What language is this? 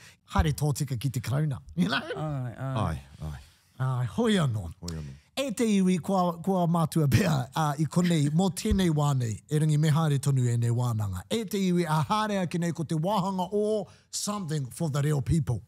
Māori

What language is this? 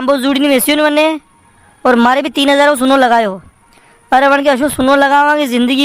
Rajasthani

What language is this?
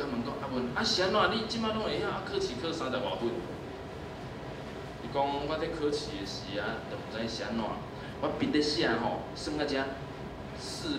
Min Nan Chinese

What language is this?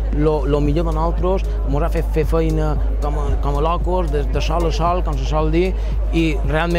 Catalan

